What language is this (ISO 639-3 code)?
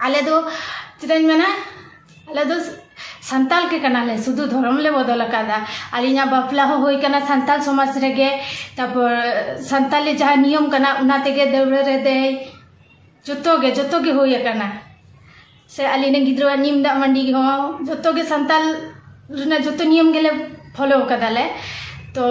sat